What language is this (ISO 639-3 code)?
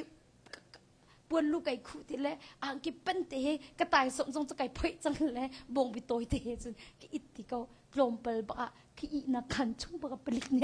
cnh